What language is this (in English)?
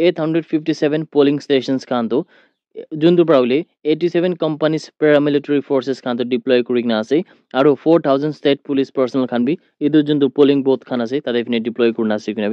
Naga Pidgin